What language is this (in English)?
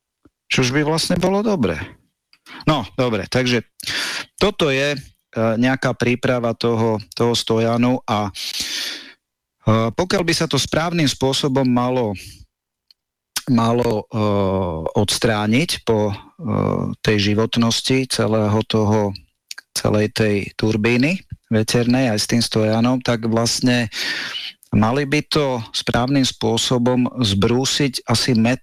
Slovak